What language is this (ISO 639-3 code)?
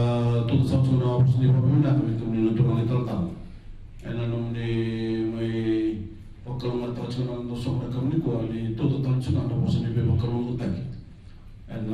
fij